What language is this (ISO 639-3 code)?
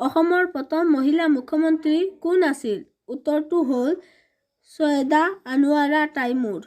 asm